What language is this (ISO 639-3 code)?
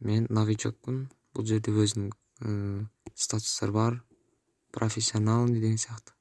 kaz